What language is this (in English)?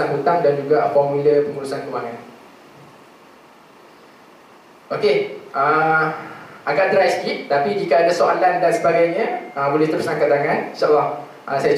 Malay